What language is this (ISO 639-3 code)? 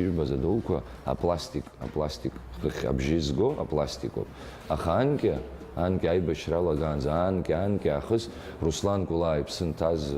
abk